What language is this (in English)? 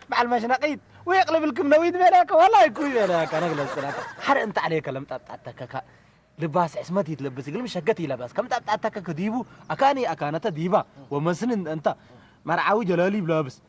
Tigre